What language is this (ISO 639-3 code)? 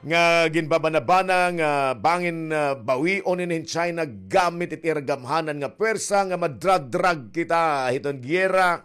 war